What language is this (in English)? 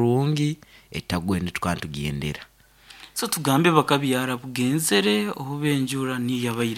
Nyankole